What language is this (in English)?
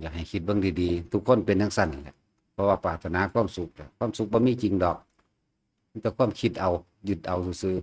Northeastern Thai